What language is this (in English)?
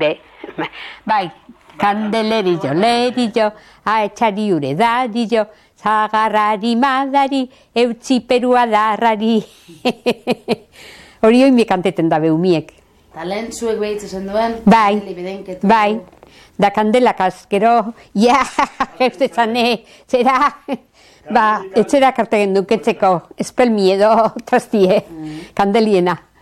Basque